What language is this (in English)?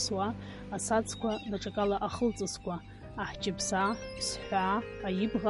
Abkhazian